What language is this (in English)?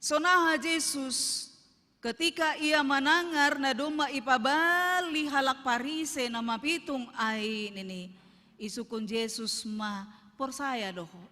Batak Simalungun